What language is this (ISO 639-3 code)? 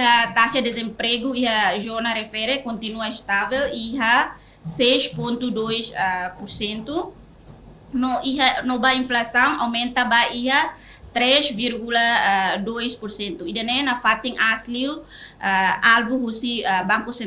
tet